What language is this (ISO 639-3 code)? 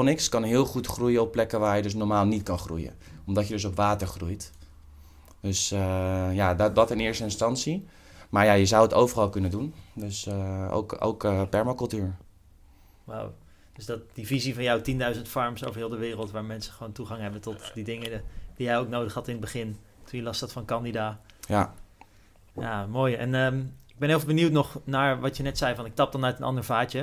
nld